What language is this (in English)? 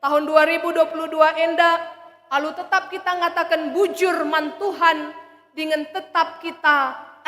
Batak Karo